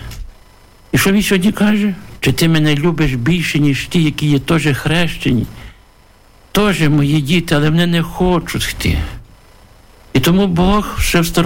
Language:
Ukrainian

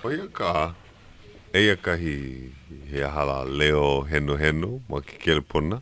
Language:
Hawaiian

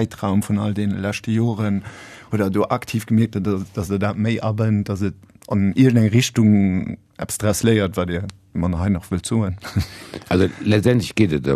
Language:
Luxembourgish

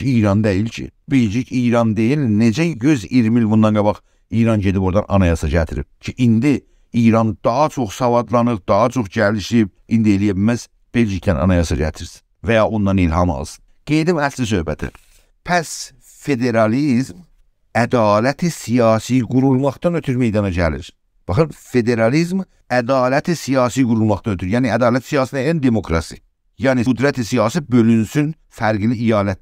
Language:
South Azerbaijani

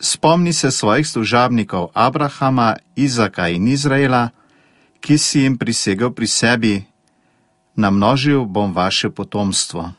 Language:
Slovenian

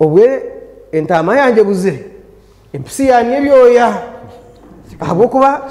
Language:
Nyankole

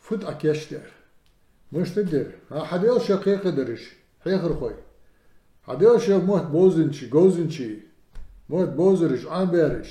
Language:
Ingush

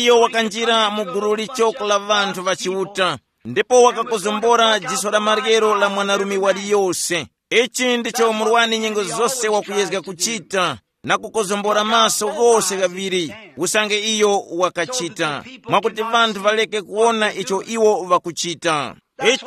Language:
Tumbuka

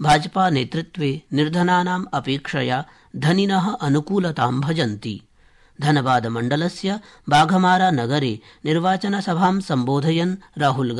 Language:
Sanskrit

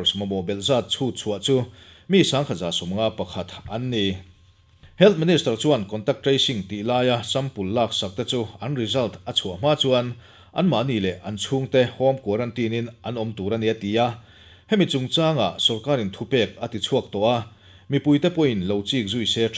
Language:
Mizo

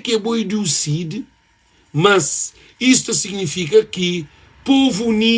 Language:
Kabuverdianu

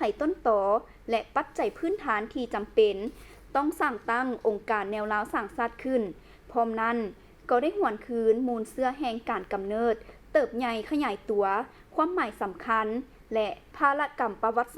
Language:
Lao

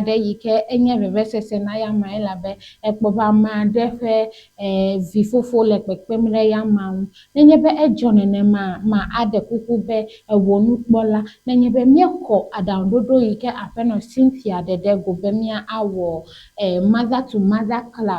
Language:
Ewe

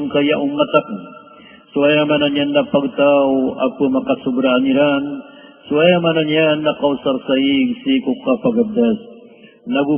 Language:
Maranao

